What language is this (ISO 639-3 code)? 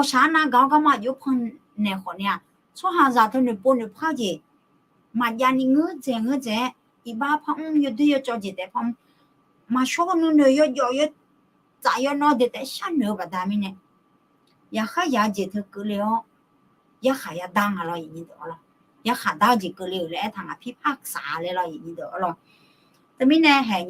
ahk